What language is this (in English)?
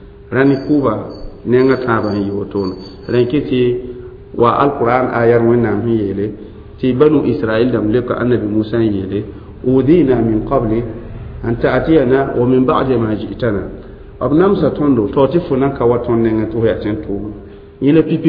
Mossi